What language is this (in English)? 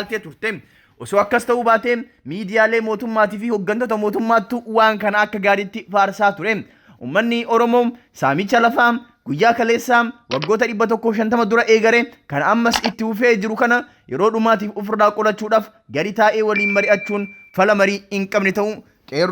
Oromo